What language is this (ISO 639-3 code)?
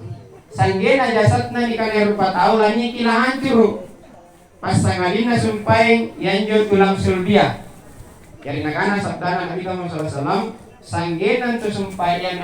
mak